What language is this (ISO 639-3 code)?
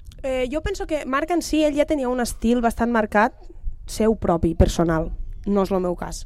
cat